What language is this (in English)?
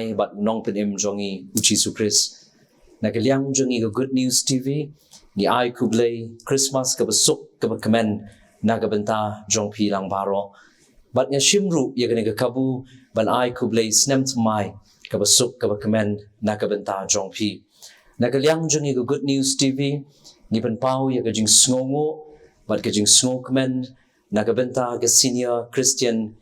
Khasi